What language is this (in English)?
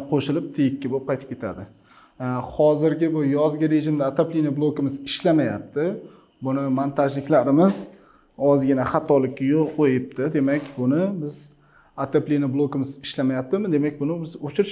Uzbek